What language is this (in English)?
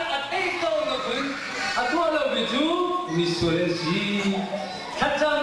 Hakha Chin